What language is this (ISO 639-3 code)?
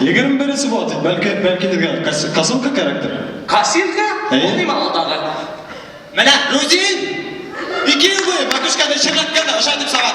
bak